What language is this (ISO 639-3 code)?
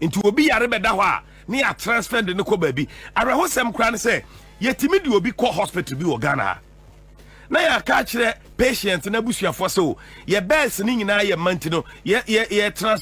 aka